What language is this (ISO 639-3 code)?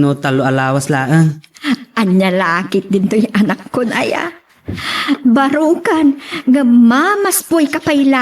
ilo